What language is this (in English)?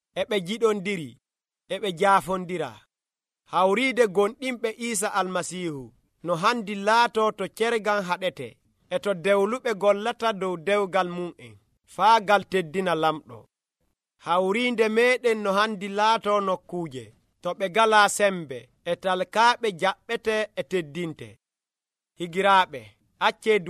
Nigerian Fulfulde